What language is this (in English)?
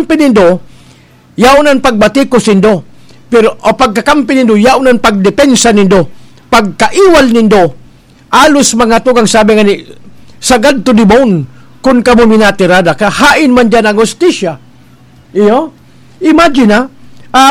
Bikol